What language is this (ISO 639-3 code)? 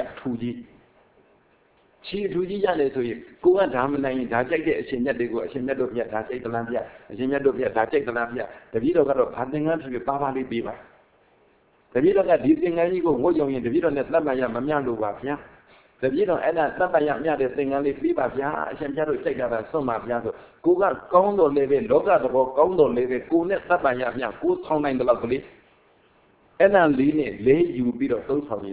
mya